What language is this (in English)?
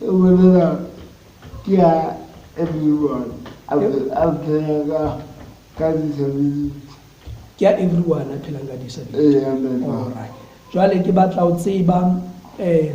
Southern Sotho